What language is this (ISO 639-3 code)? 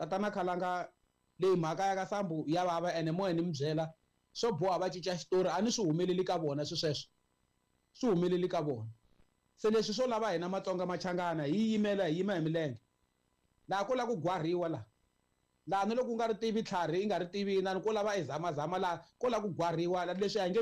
tso